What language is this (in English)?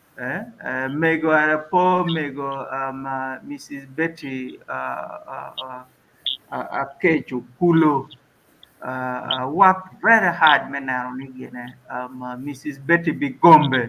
Acoli